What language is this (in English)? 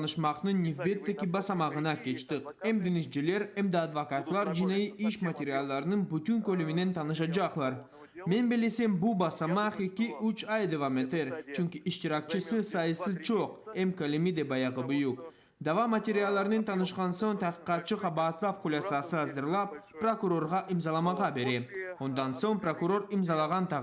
Crimean Tatar